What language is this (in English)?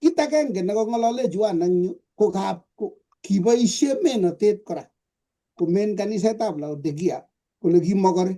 Kalenjin